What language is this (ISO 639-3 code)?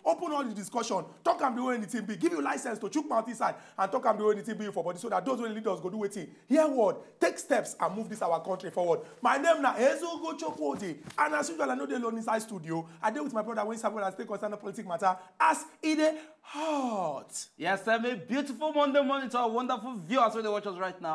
pcm